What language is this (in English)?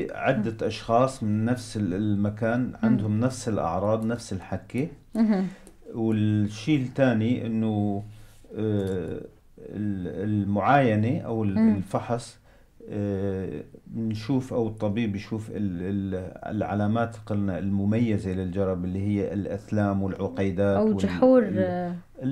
North Levantine Arabic